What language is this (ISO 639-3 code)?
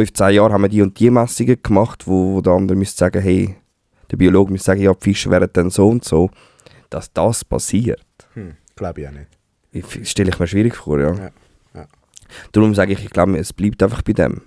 gsw